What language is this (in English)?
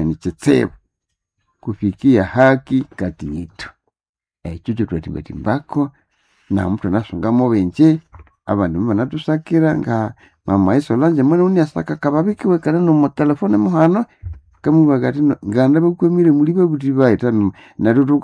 Nande